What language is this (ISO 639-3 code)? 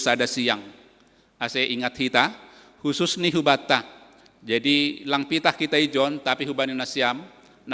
bts